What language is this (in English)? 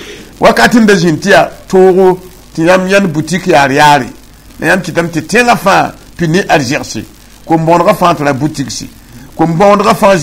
Mossi